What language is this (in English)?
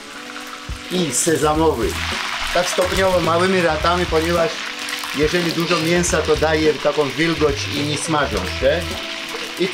Polish